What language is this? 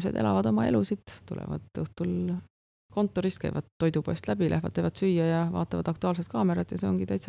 Estonian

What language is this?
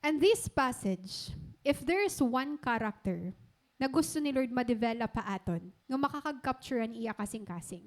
Waray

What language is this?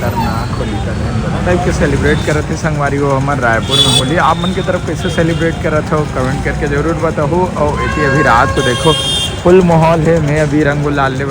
Chhattisgarhi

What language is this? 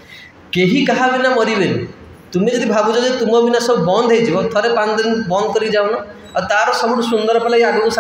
Odia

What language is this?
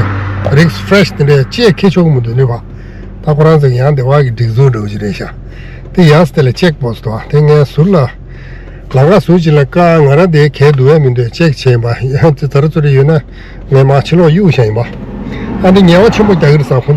Tibetan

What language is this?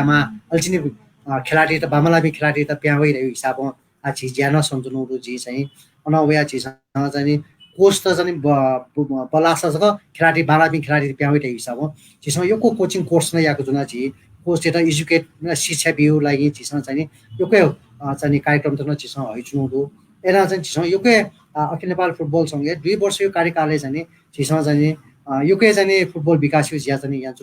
Newari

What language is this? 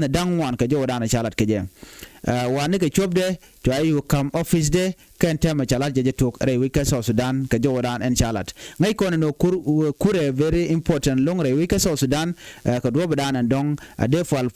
Nuer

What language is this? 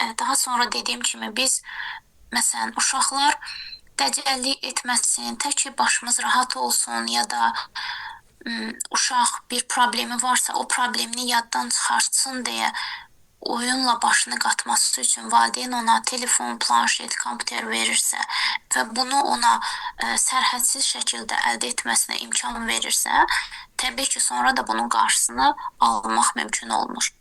Azerbaijani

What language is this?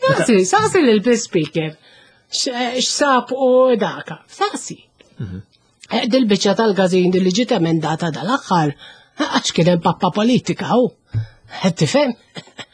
Maltese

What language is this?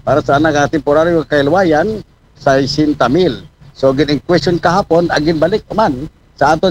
Aklanon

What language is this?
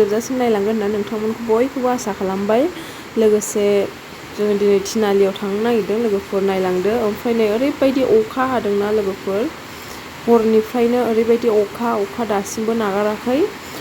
Bodo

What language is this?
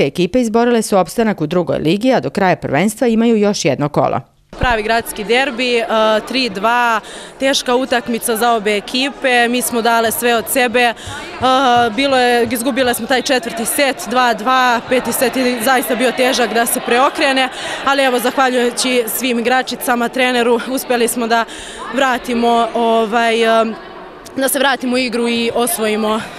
Serbian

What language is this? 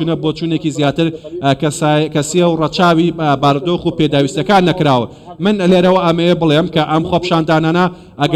Central Kurdish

